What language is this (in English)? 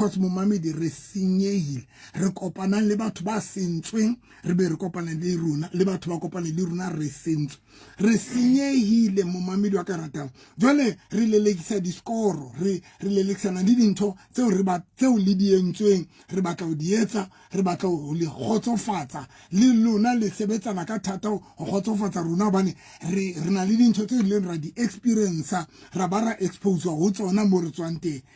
Southern Sotho